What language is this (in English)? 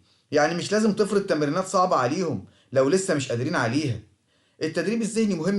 Egyptian Arabic